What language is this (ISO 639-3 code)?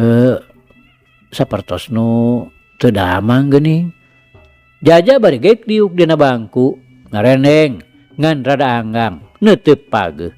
sun